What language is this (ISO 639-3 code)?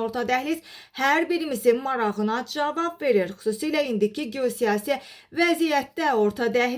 aze